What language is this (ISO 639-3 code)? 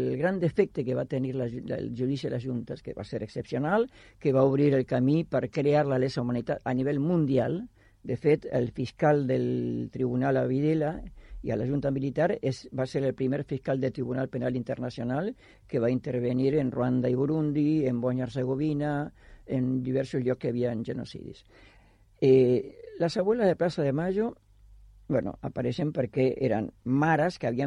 cat